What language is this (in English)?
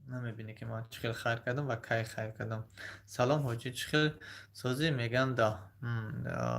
Tajik